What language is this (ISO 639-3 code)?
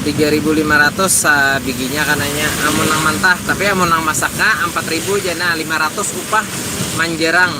bjn